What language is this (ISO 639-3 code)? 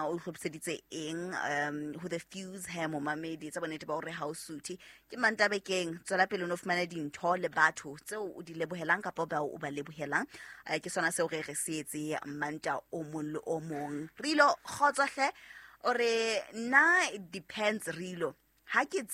sot